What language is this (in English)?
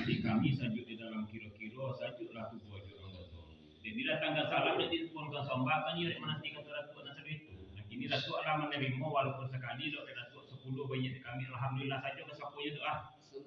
Minangkabau